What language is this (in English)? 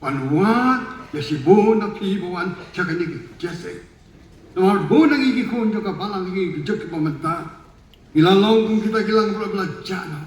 Khasi